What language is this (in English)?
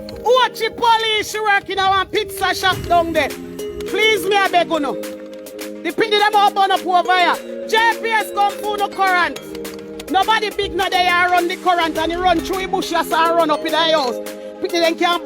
Jamaican Creole English